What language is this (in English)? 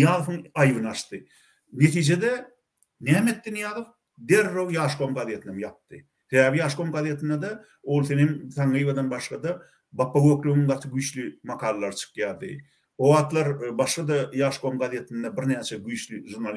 Turkmen